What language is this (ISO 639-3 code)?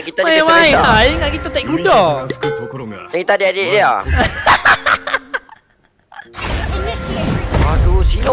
msa